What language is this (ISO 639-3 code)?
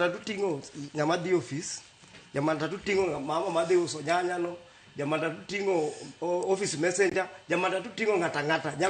luo